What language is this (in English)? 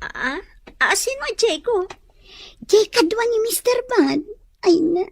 Iloko